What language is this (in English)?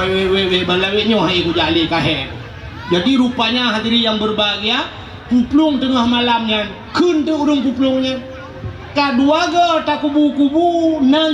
Achinese